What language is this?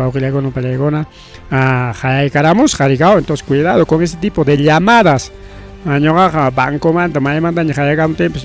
Ayacucho Quechua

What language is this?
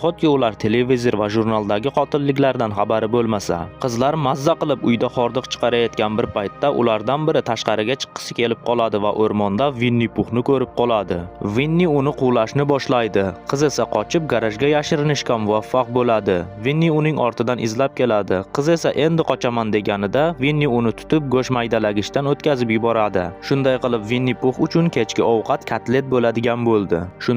Uzbek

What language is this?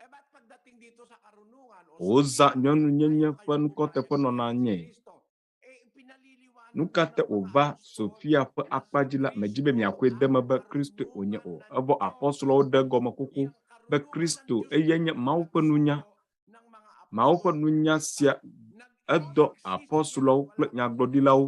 Ewe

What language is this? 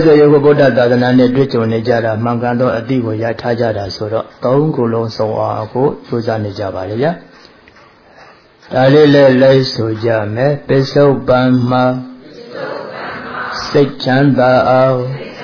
Burmese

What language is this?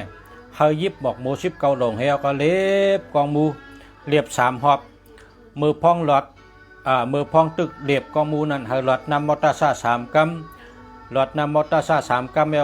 Shan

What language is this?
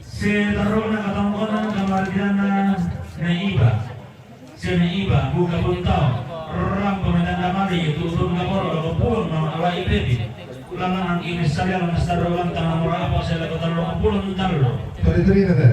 Toraja-Sa'dan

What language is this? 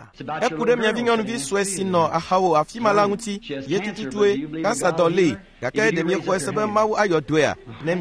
Ewe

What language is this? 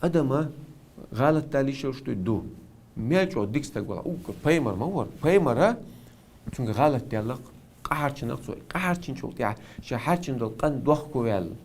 Chechen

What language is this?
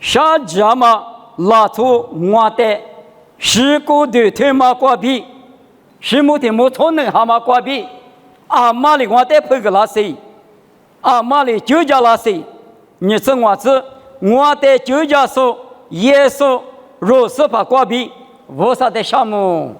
Lisu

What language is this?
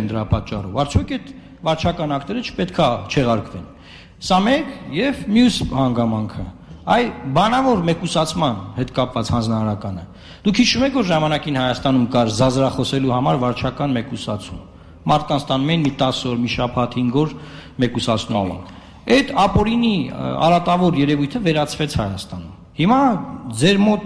Armenian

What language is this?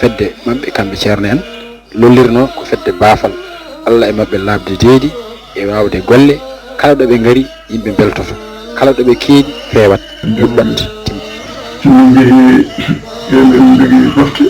Fula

